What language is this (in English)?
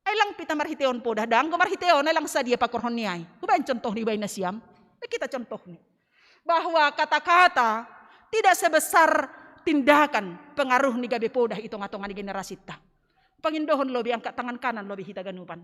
Batak Simalungun